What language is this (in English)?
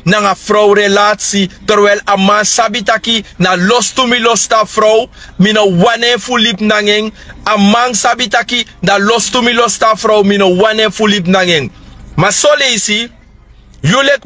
Sranan Tongo